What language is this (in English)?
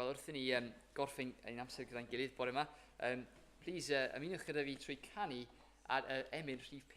Welsh